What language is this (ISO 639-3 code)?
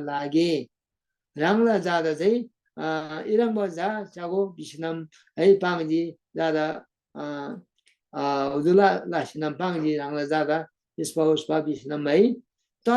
taj